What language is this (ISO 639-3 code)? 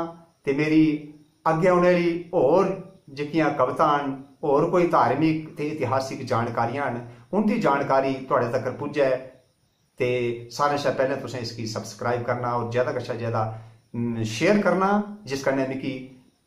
doi